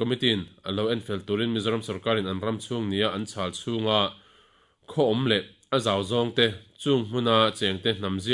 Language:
Mizo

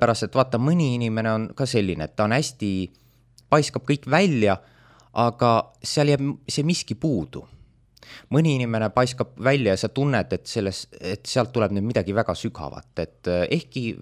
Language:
Estonian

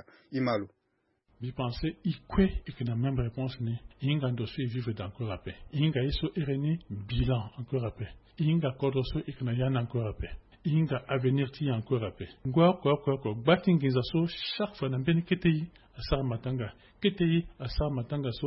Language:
Sango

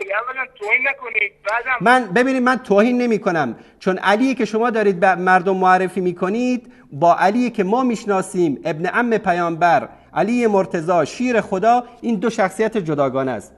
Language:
Persian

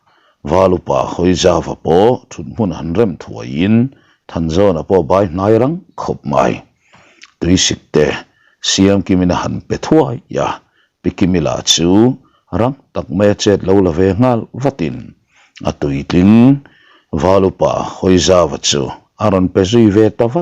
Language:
Mizo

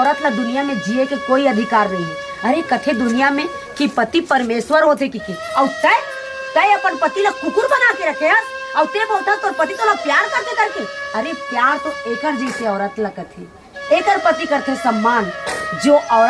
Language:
Chhattisgarhi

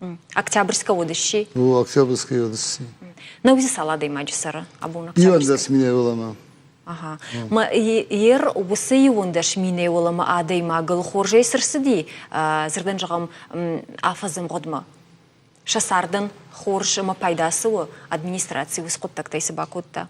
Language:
Ossetic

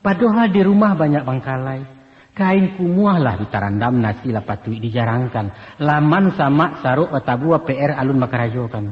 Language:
Minangkabau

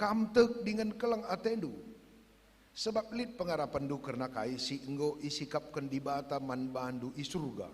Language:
Batak Karo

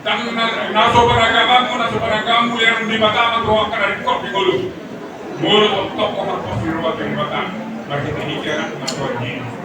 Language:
Batak Toba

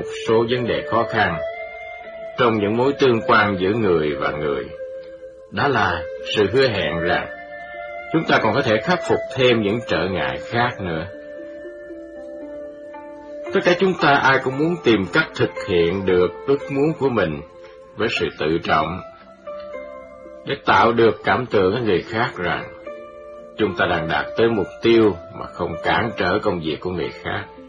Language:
Vietnamese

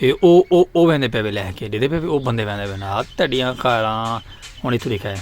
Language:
Saraiki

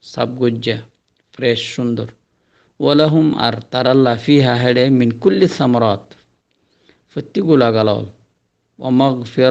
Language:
Rohingya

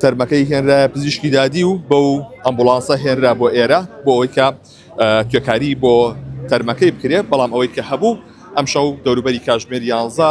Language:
Central Kurdish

